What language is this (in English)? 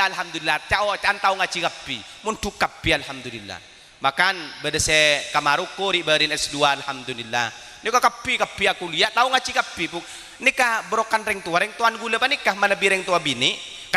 Madurese